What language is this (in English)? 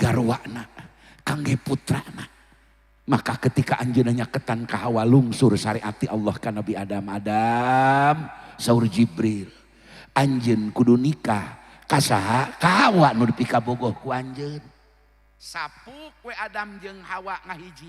Sundanese